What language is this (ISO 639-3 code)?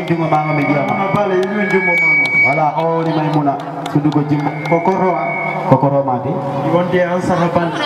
ful